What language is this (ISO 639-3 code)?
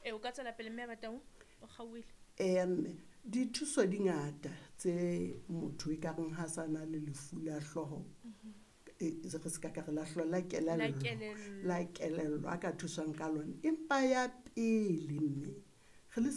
sot